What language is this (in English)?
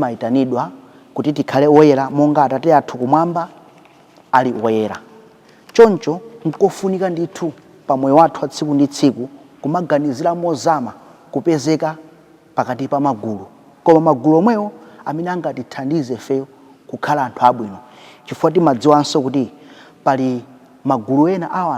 Nyanja